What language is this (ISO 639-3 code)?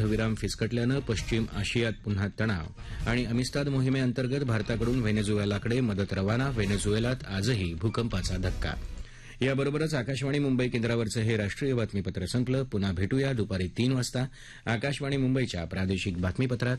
mar